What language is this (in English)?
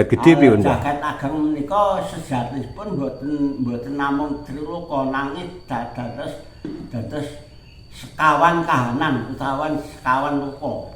Javanese